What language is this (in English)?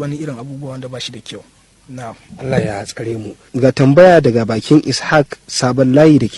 Hausa